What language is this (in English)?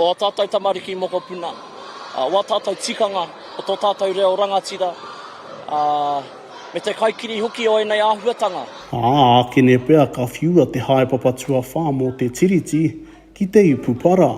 Māori